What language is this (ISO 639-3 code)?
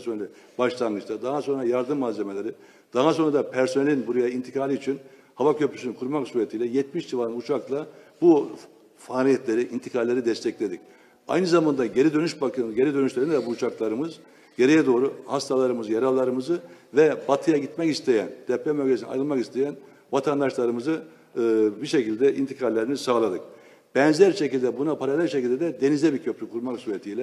tur